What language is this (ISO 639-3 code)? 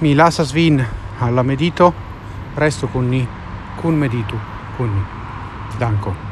epo